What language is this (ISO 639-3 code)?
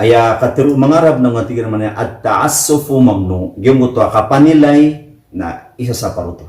mrw